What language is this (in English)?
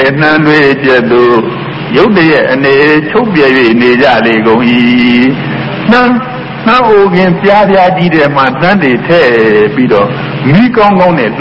Burmese